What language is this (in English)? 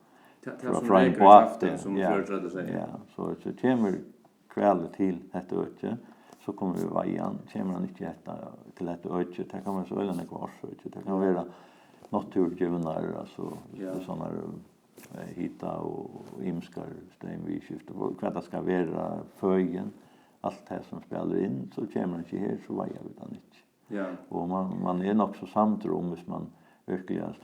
Faroese